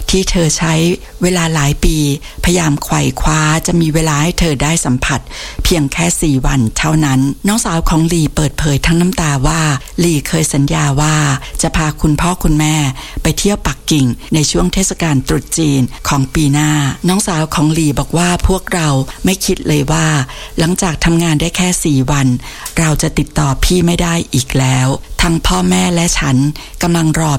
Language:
Thai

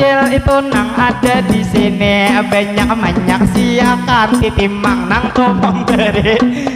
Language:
Banjar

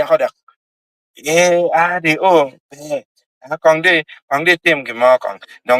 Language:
Acoli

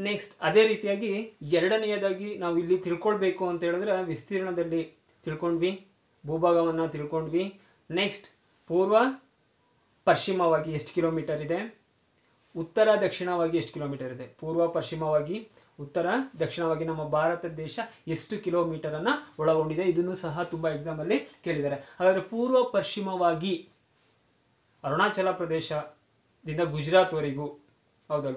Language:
Kannada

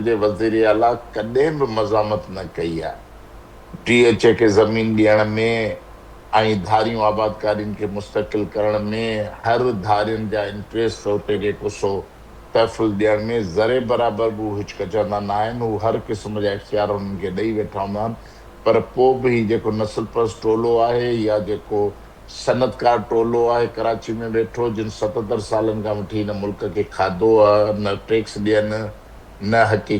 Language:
Sindhi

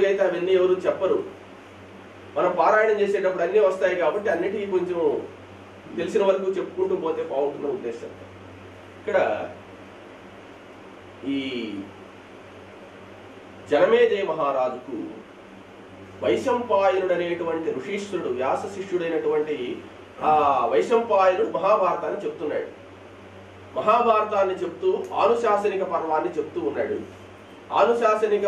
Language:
Telugu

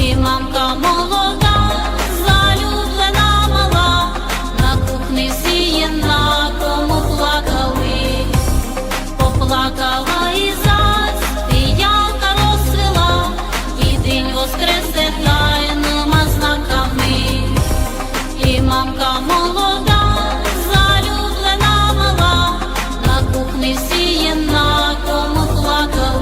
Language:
Rusyn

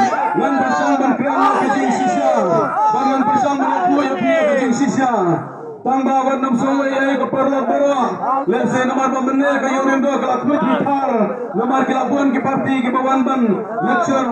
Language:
Khasi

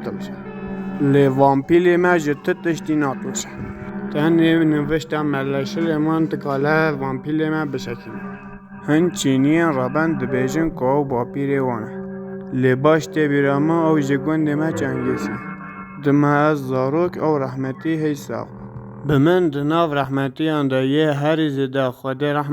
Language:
Kurdish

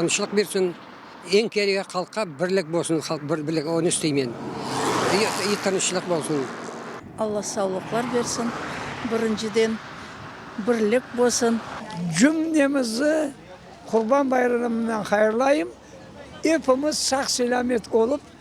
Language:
Crimean Tatar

